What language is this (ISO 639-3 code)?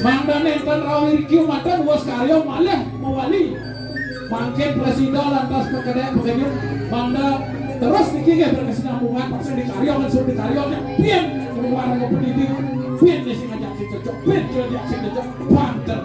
ban